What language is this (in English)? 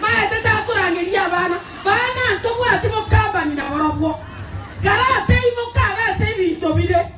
Gusii